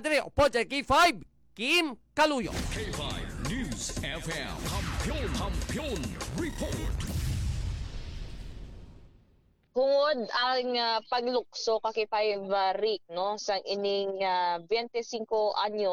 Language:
Hiligaynon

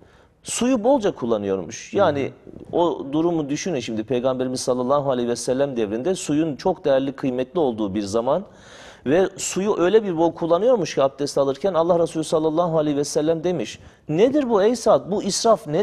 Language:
Turkish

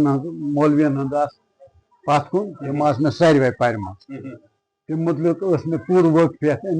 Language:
Kashmiri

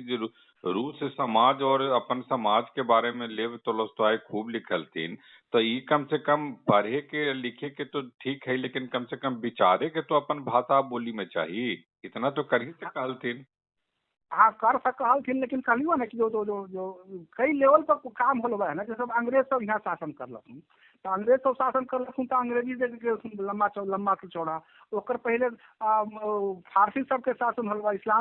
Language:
Magahi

